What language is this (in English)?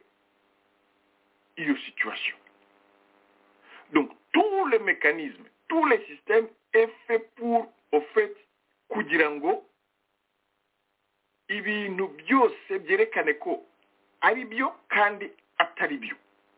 Kinyarwanda